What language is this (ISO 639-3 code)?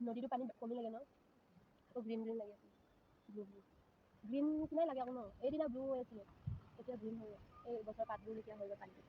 asm